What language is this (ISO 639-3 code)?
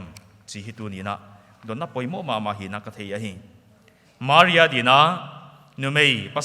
pck